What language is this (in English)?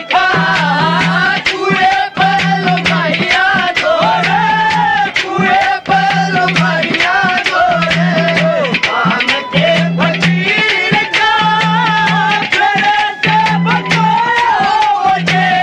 Haryanvi